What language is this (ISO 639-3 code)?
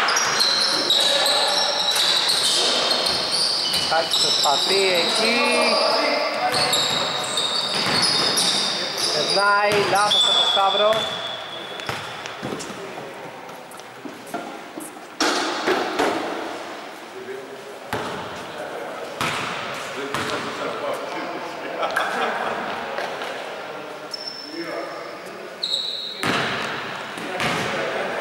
ell